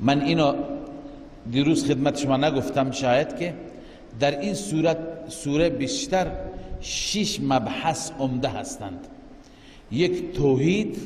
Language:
Persian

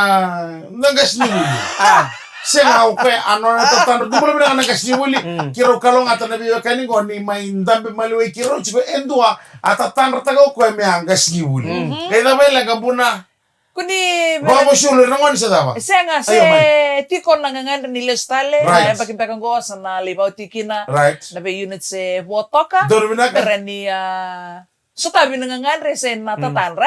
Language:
Fijian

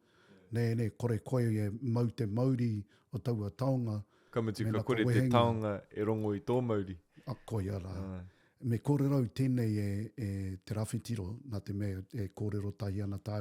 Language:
Māori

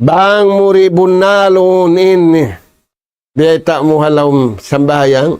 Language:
Tausug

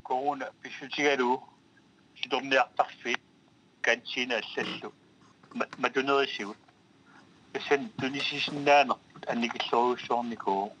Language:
Kalaallisut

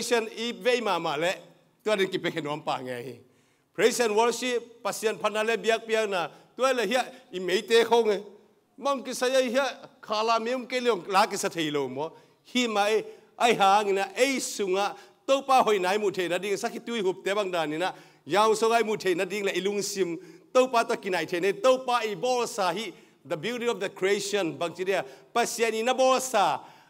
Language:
Tedim Chin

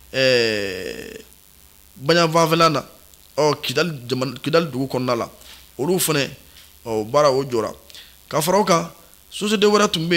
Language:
Bambara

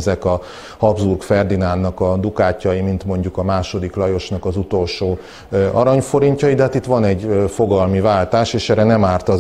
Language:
Hungarian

